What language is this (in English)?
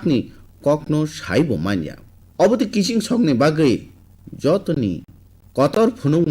Kok Borok